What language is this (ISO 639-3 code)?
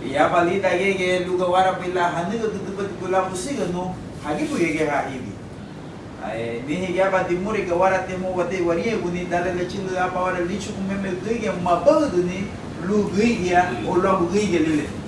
cab